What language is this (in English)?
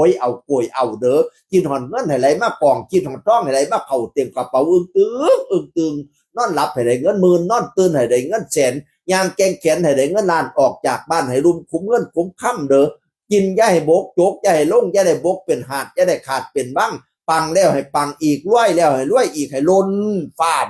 Northeastern Thai